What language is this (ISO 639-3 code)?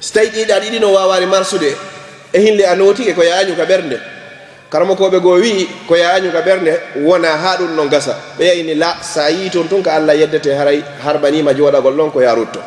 ful